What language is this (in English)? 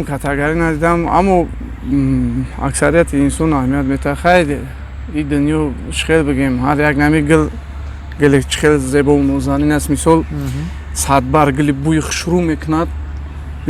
Tajik